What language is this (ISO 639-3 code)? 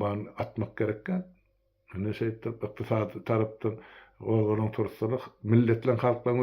tuk